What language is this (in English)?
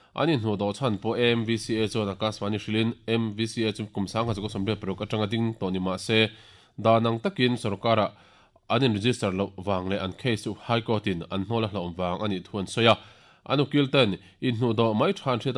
Mizo